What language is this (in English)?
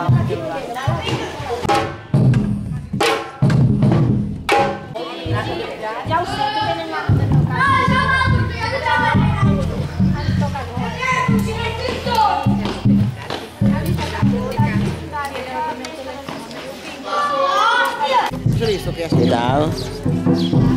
Catalan